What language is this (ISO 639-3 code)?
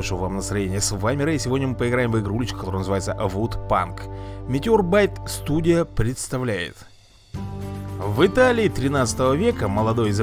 rus